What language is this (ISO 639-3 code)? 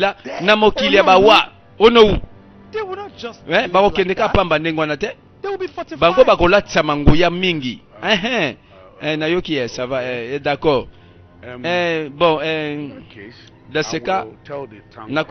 lin